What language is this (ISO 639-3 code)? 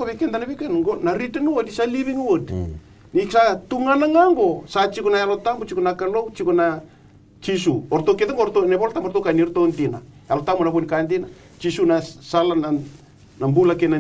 fij